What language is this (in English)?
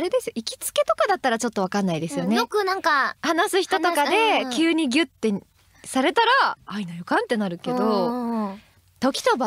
Japanese